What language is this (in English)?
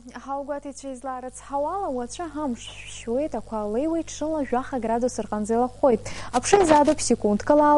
Abkhazian